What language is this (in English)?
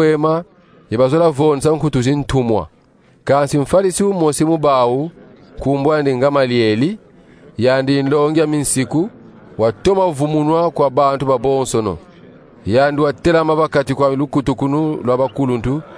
Kongo